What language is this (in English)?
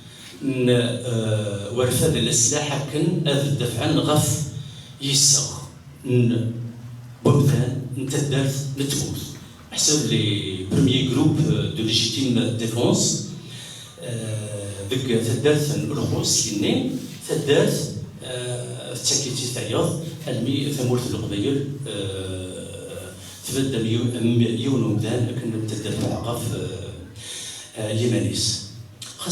Kabyle